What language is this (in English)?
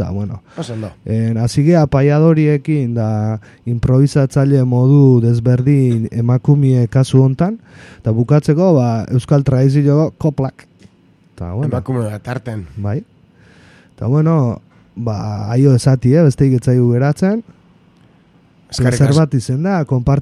Basque